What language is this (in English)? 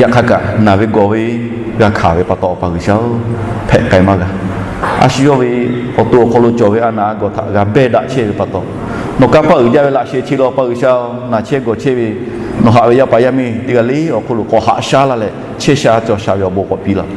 Lahu